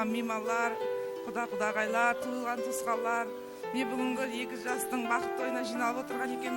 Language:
Kara-Kalpak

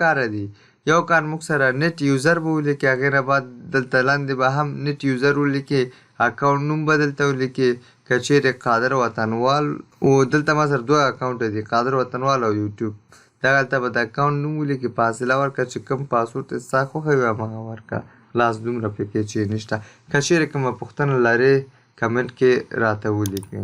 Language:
Pashto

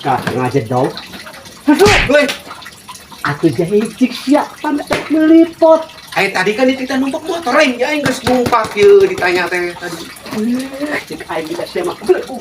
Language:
Sundanese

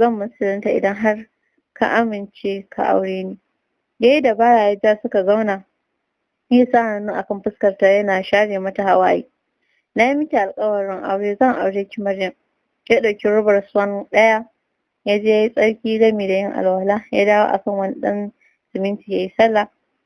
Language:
Hausa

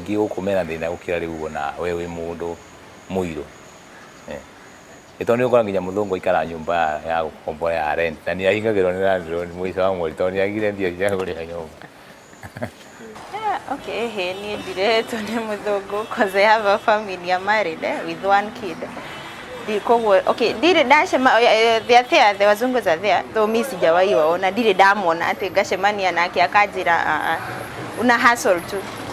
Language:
Kikuyu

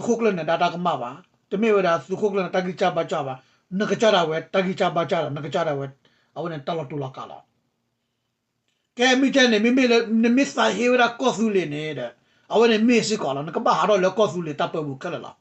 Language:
S'gaw Karen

